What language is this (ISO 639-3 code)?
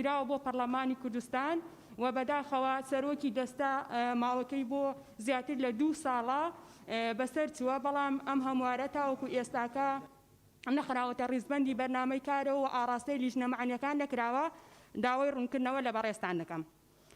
ckb